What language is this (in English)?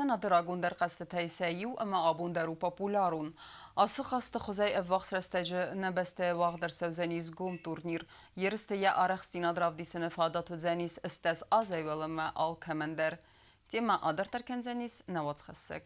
Ossetic